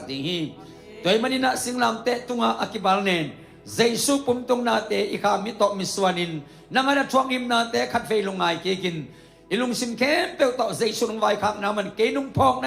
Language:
Tedim Chin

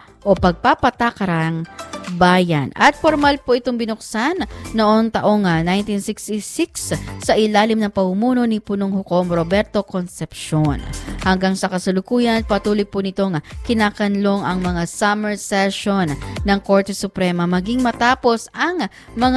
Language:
Filipino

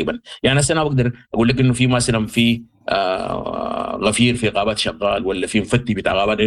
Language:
Sudanese Arabic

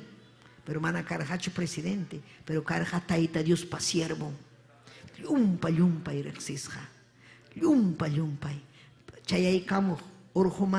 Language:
Ayacucho Quechua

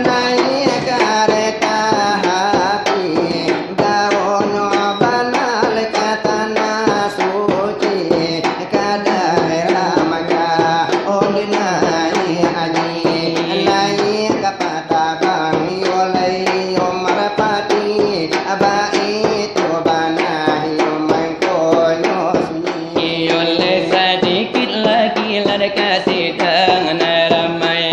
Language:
Minangkabau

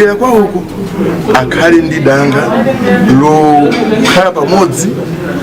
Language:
Nyanja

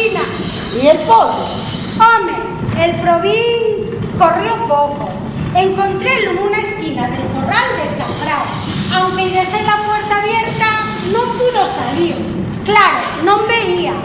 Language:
Asturian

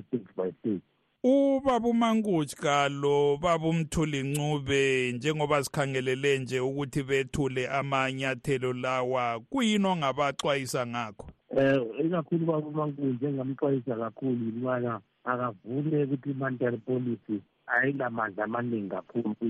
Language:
North Ndebele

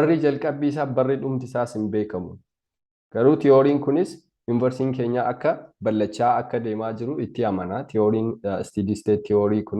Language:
Oromo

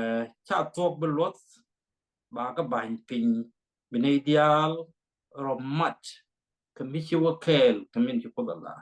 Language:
Nuer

